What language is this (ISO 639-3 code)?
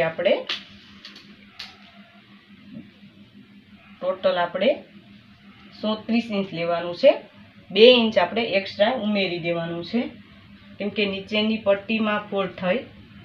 guj